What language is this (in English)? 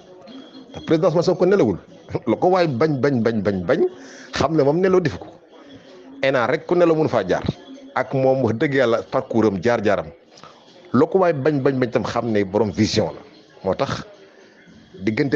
Wolof